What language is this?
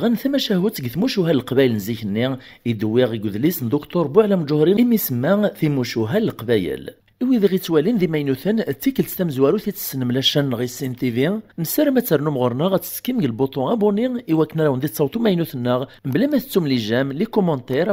Kabyle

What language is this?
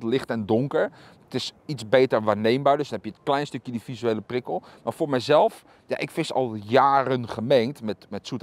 Dutch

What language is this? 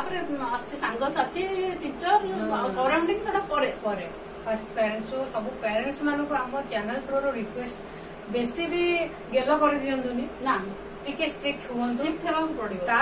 Odia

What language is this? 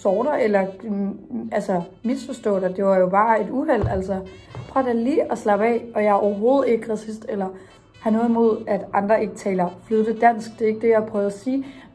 Danish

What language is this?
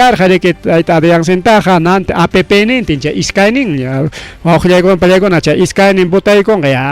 Ayacucho Quechua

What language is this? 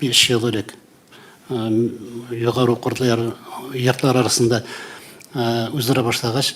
Tatar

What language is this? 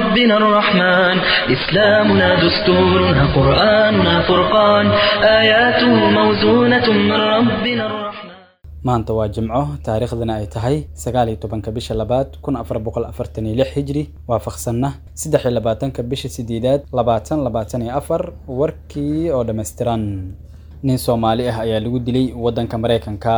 Somali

